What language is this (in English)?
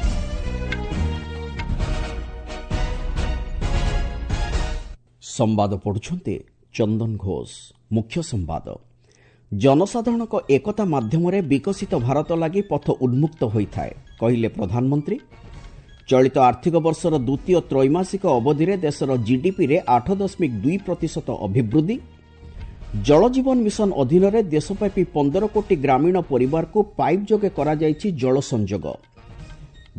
Odia